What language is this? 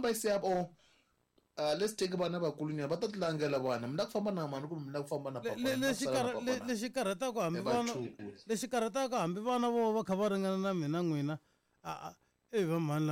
Tsonga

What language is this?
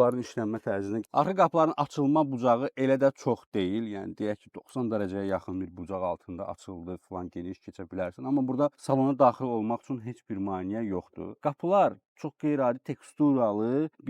Azerbaijani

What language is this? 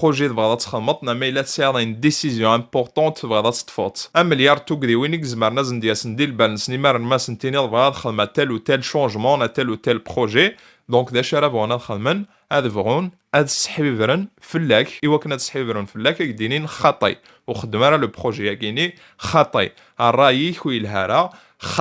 Kabyle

